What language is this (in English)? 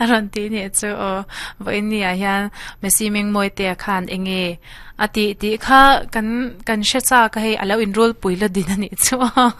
Mizo